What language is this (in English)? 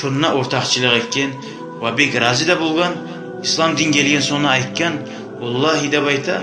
Kumyk